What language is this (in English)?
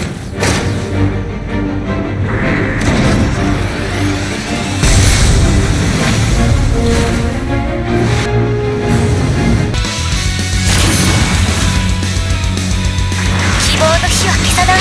Japanese